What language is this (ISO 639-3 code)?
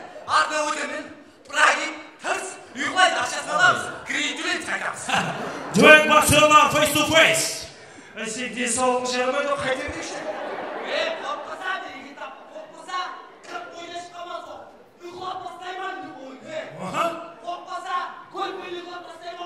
kaa